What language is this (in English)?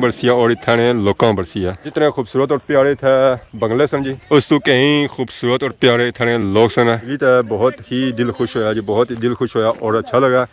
Pahari-Potwari